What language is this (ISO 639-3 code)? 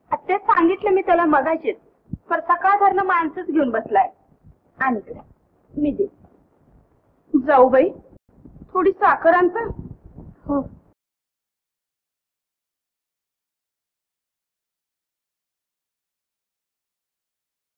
mar